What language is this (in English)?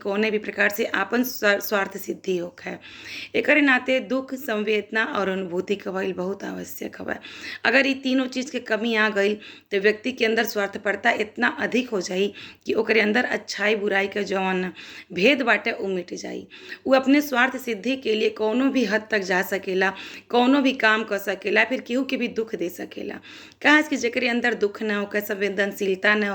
Bhojpuri